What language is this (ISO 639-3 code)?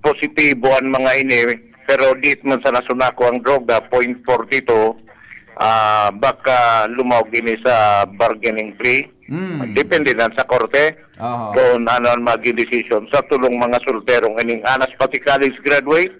bik